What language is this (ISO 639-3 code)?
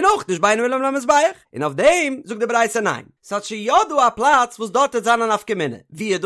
yid